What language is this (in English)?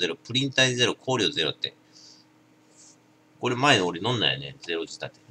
Japanese